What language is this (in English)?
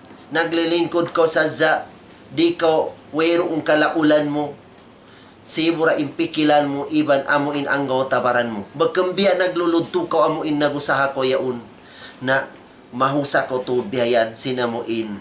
Tausug